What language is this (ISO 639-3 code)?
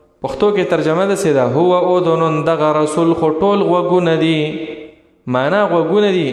pus